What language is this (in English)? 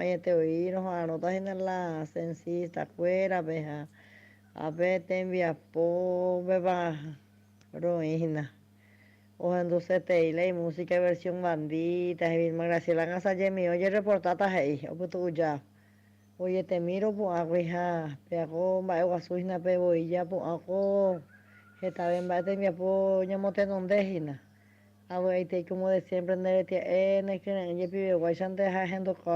Guarani